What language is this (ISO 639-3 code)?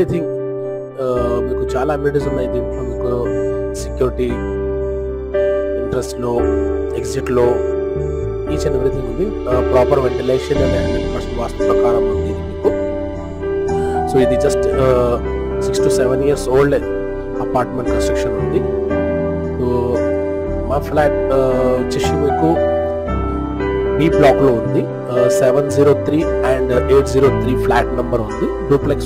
tel